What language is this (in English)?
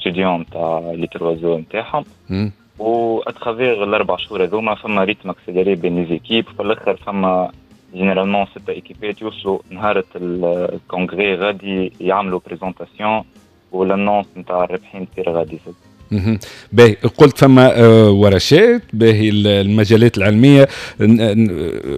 Tunisian Arabic